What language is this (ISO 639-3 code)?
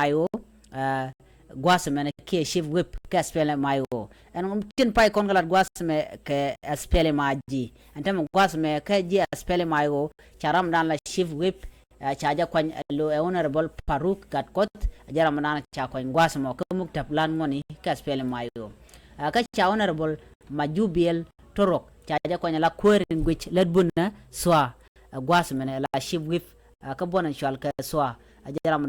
nus